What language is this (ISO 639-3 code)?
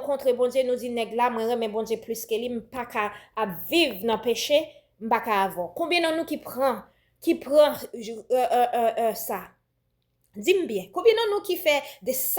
hat